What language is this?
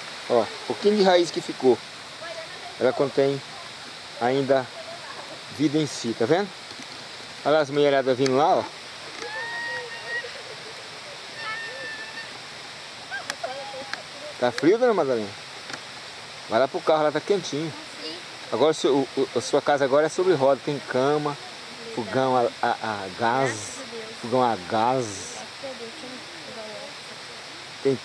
Portuguese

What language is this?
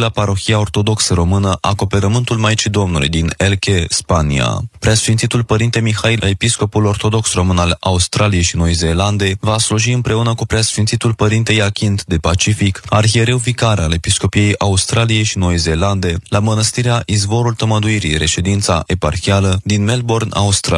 Romanian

